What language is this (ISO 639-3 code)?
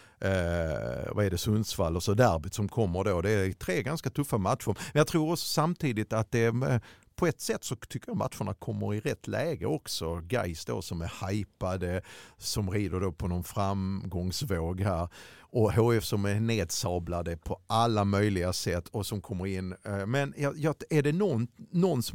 swe